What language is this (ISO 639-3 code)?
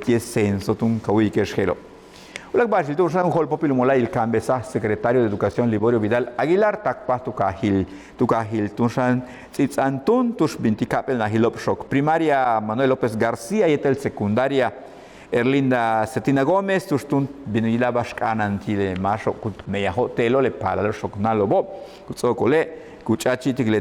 yua